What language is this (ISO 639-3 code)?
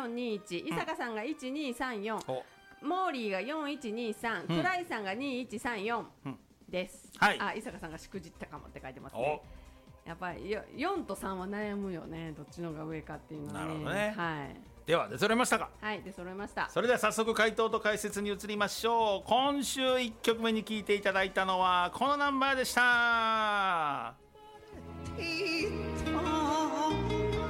jpn